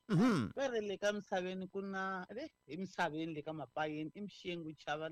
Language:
Tsonga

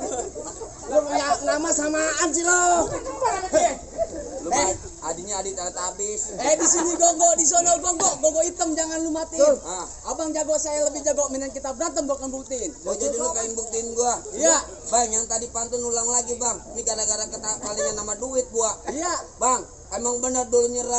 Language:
Betawi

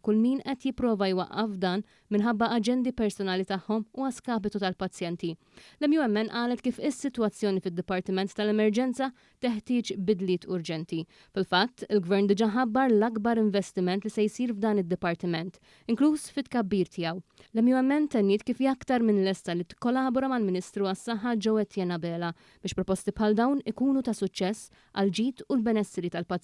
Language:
Maltese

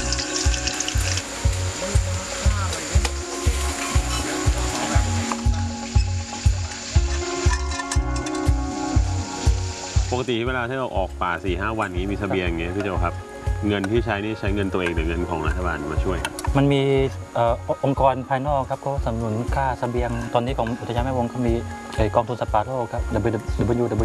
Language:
Thai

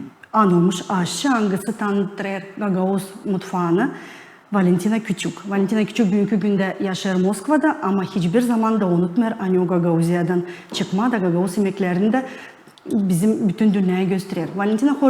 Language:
Gagauz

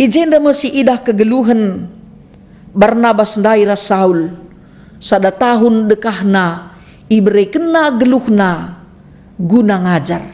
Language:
Batak Karo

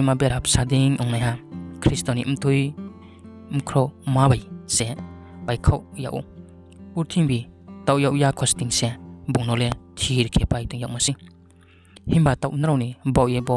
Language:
Riang (India)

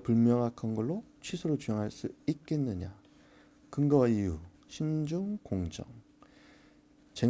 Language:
Korean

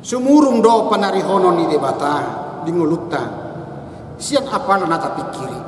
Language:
Batak Toba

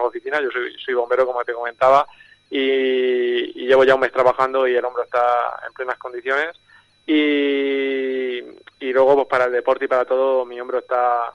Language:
Spanish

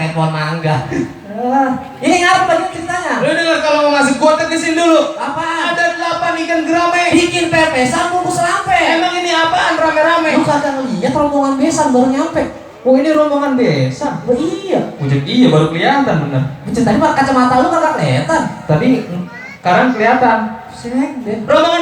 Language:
Betawi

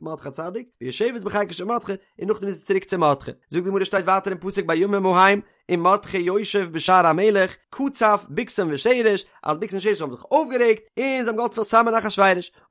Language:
Yiddish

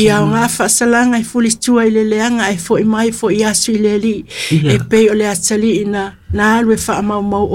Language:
Samoan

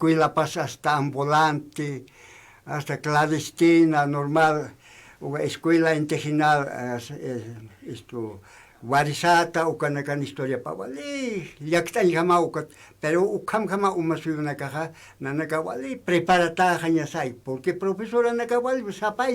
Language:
Aymara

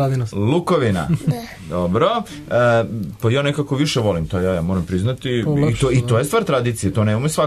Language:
Serbian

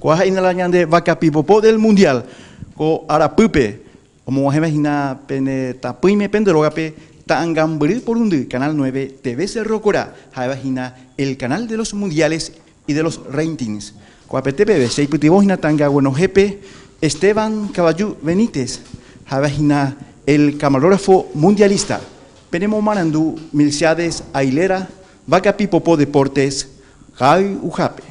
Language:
Guarani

